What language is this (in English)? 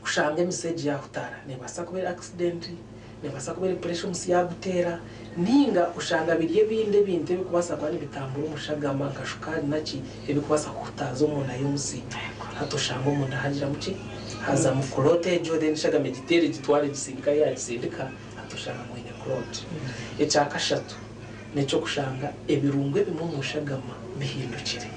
Nyankole